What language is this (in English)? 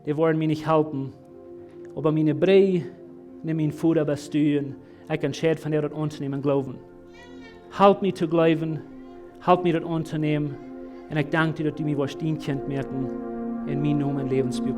Plautdietsch